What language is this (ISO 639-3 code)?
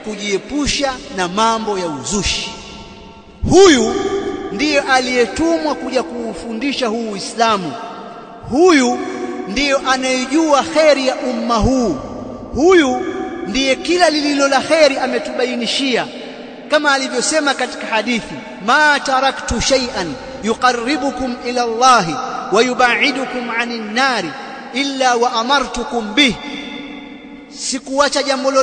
swa